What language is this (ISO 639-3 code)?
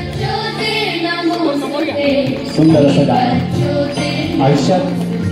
mar